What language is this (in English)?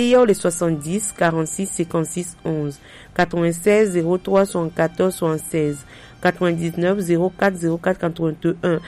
Gen